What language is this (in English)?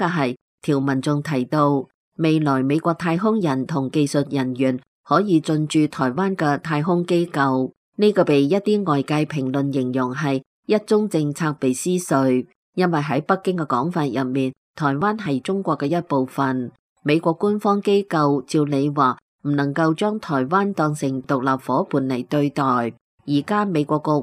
Cantonese